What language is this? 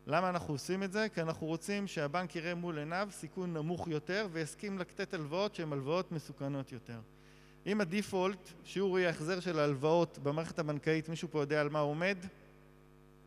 Hebrew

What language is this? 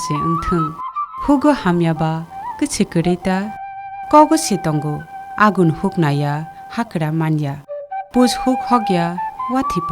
Kok Borok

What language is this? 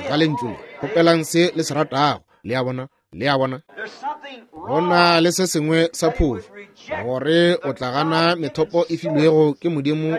Northern Sotho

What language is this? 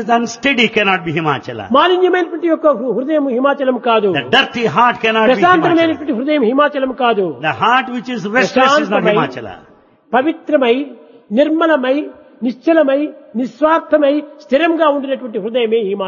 Telugu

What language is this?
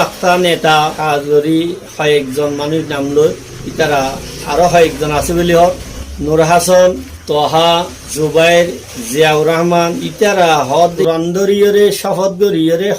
Rohingya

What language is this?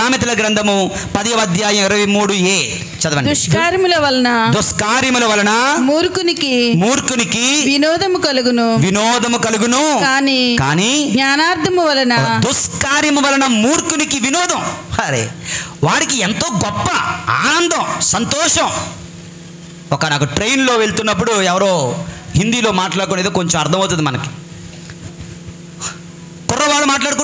Telugu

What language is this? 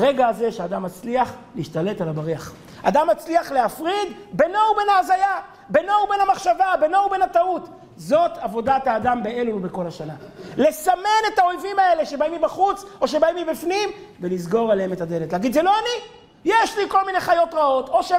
Hebrew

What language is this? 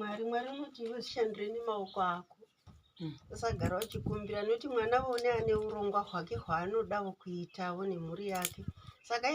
Shona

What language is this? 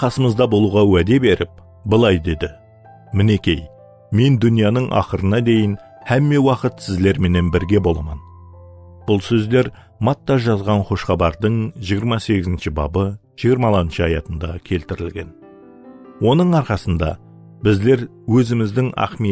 Kara-Kalpak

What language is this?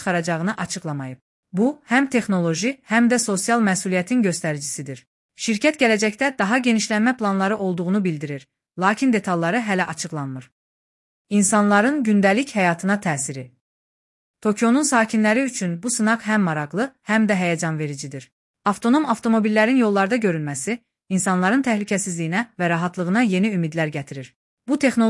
Azerbaijani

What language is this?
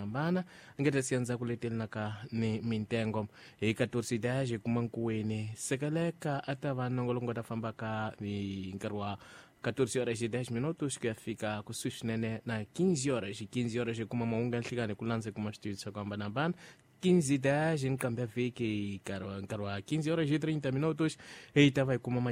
Tsonga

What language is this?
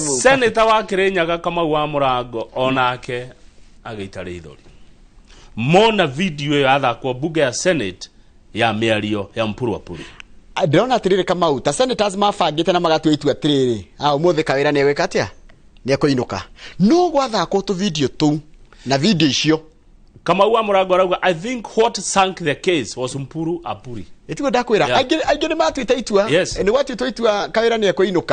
Kikuyu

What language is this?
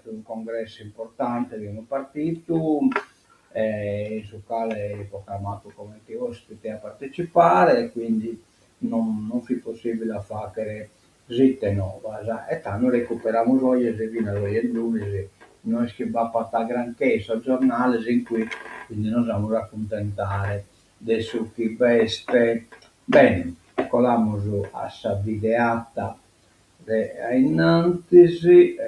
Sardinian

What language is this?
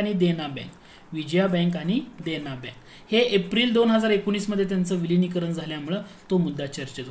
Marathi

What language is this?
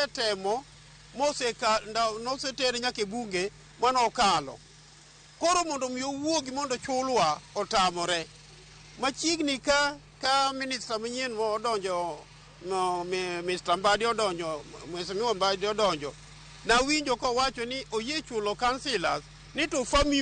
Luo (Kenya and Tanzania)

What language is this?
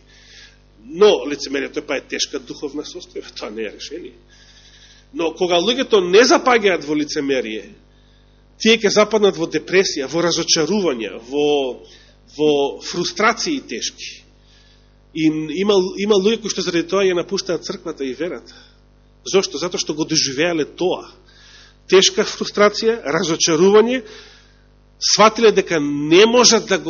Macedonian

